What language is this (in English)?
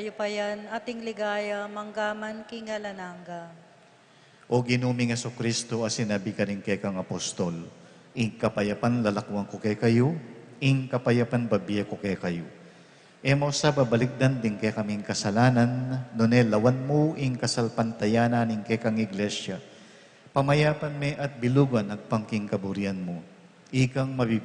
Pampanga